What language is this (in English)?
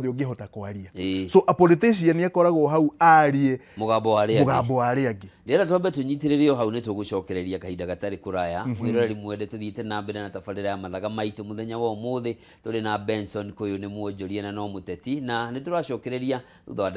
Kikuyu